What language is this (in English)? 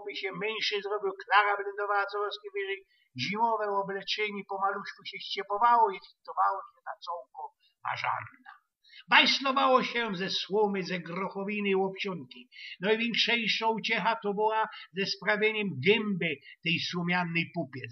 Silesian